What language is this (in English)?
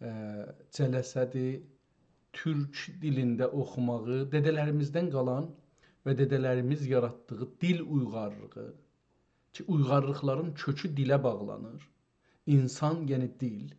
South Azerbaijani